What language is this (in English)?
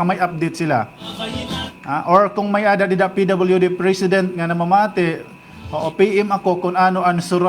Waray